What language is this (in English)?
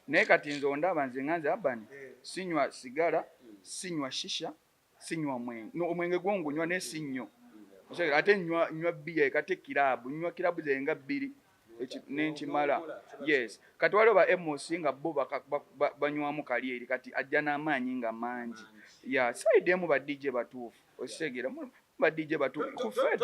Ganda